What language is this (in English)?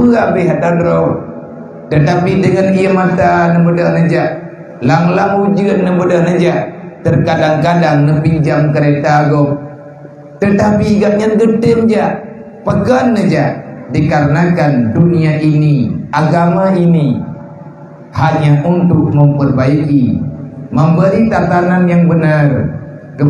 Achinese